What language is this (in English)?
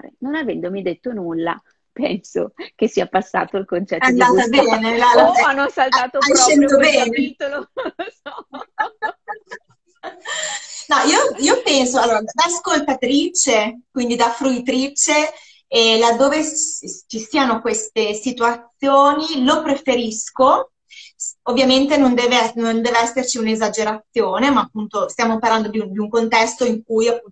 Italian